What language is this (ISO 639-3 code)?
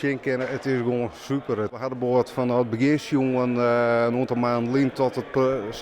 fry